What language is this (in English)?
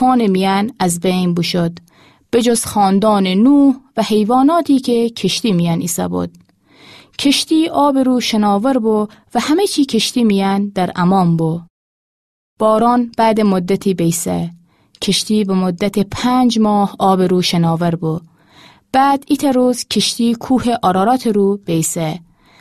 Gilaki